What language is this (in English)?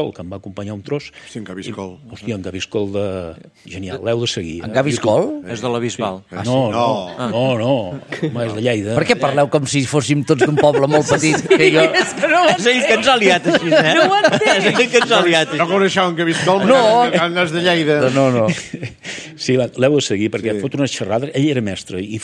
Catalan